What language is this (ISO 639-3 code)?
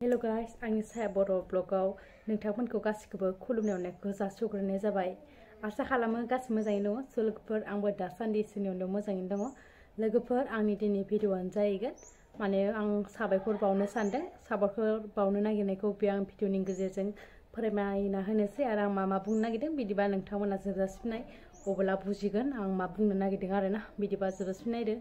brx